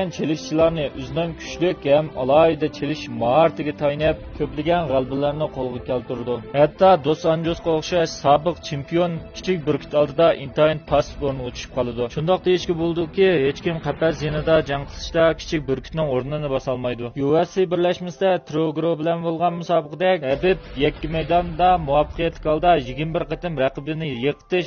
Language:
Uyghur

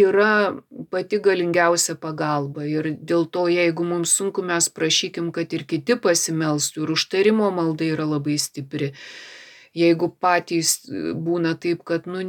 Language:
Lithuanian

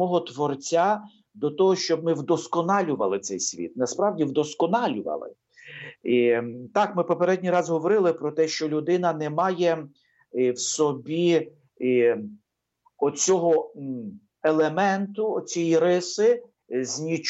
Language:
Ukrainian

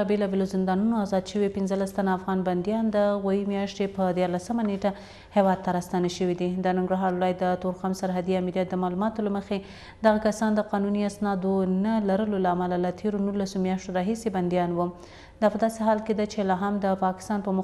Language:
Pashto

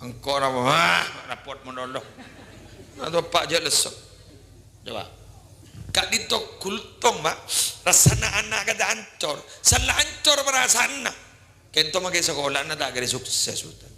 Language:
Madurese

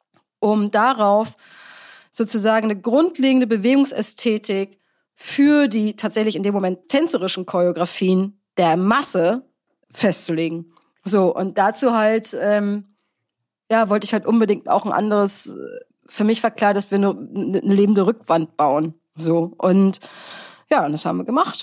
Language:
German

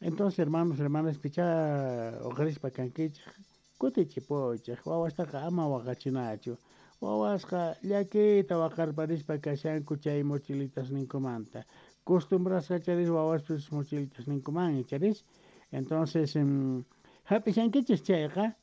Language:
South Bolivian Quechua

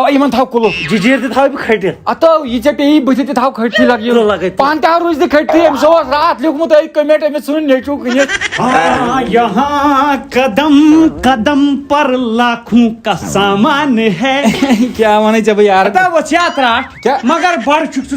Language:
Kashmiri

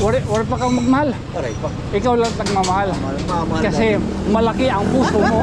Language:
Waray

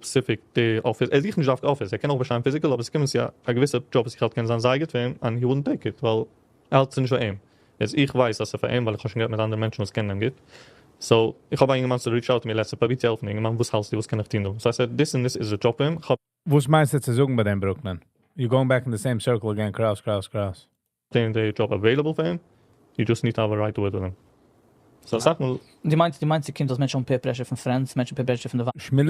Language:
Yiddish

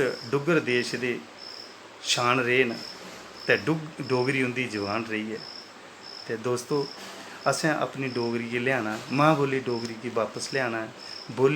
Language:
Dogri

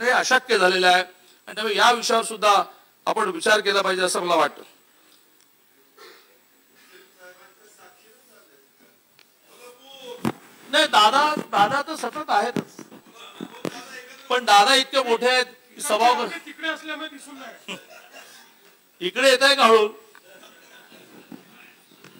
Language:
Marathi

